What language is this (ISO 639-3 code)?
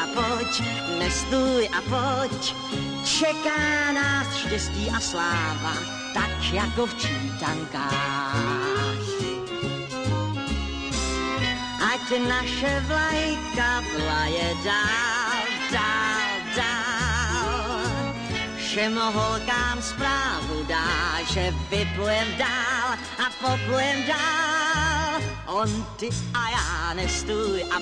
ces